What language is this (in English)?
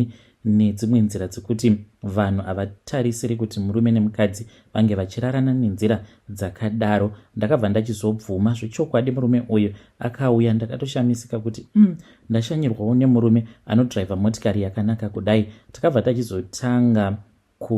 Shona